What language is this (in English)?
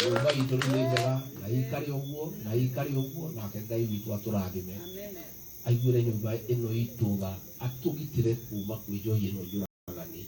Kikuyu